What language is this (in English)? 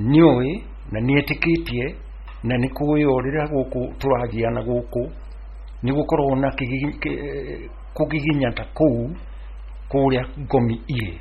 Kikuyu